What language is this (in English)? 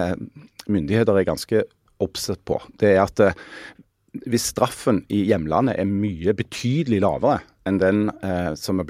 Norwegian